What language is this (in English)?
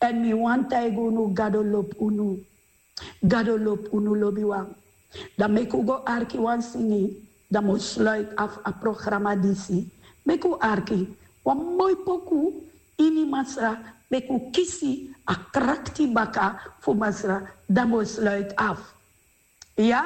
Sranan Tongo